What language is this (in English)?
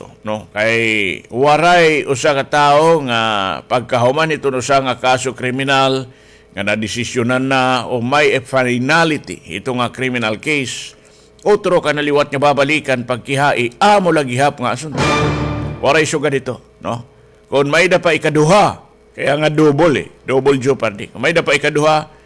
Waray